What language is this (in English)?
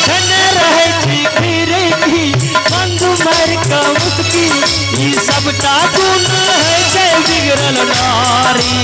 Maithili